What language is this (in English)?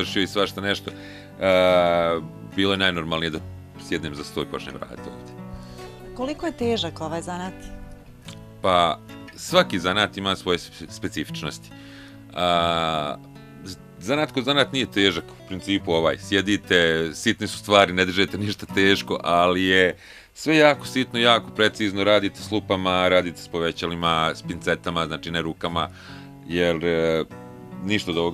Bosnian